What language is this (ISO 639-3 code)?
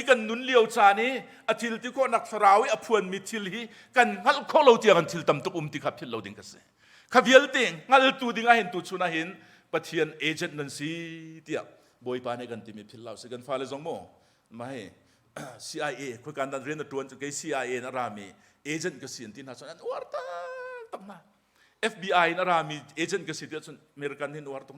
cnh